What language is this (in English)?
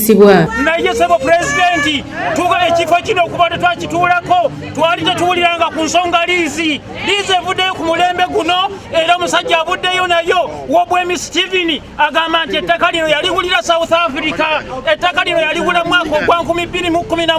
Ganda